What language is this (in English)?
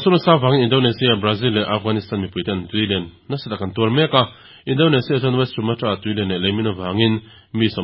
Mizo